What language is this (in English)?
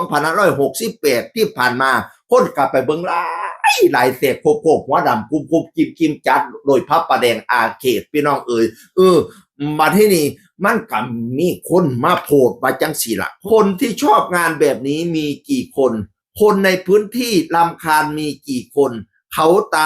Northeastern Thai